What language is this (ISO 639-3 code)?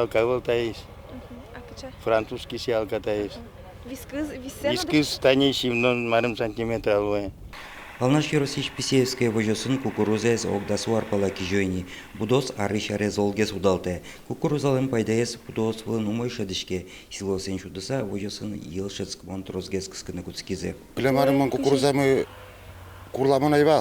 udm